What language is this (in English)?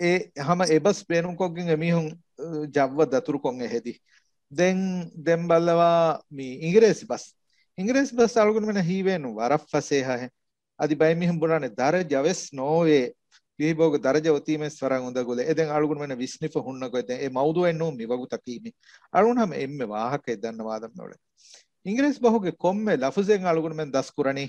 Divehi